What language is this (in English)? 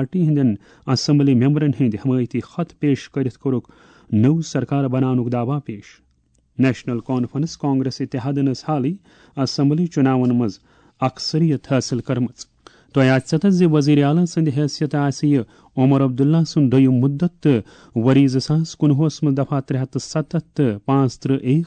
Kashmiri